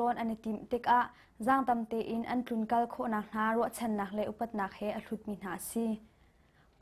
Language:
Hakha Chin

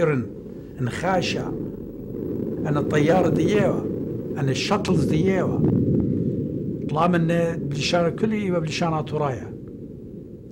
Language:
Assyrian Neo-Aramaic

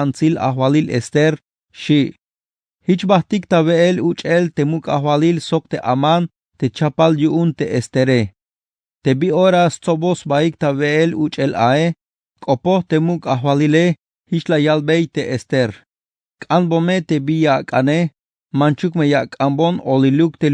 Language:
Tzeltal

